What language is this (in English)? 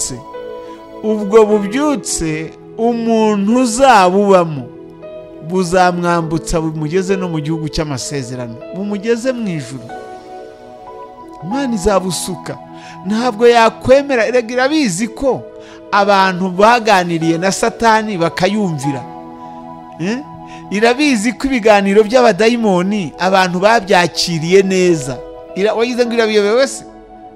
Kinyarwanda